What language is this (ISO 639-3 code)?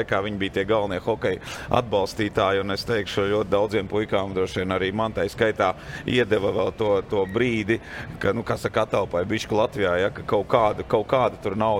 lav